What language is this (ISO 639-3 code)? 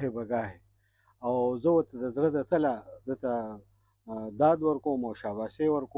pus